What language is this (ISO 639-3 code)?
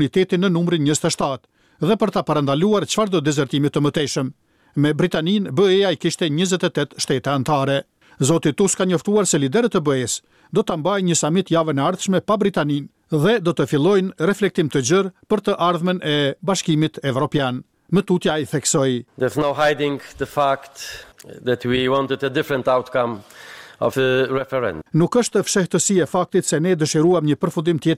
sqi